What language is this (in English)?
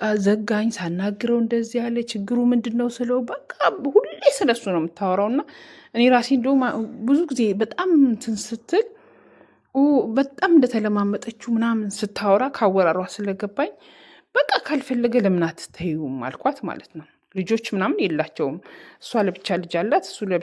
Amharic